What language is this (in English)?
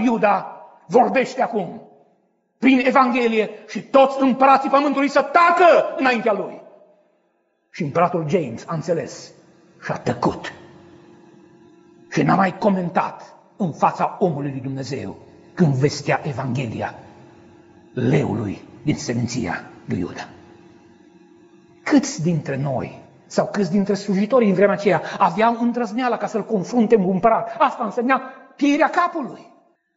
Romanian